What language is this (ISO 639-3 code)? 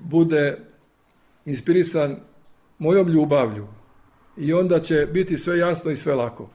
srp